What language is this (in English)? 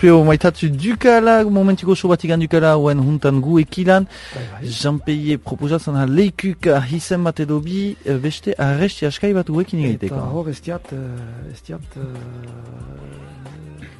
Basque